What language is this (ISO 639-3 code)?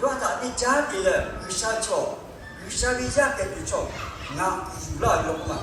lhu